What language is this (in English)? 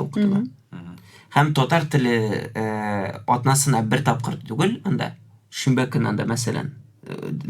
Tatar